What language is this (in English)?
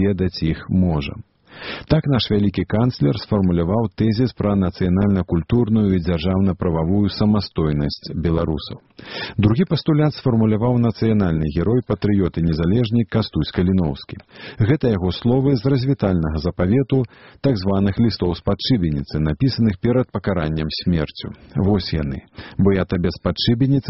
Belarusian